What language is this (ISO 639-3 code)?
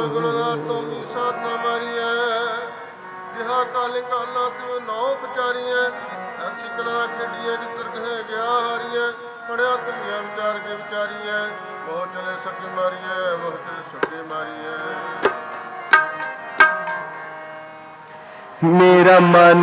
pan